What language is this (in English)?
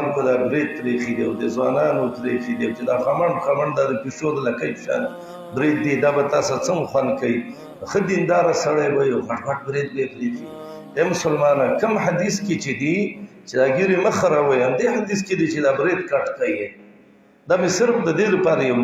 Pashto